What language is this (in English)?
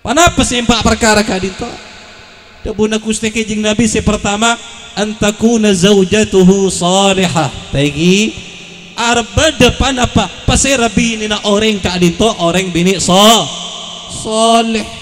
Madurese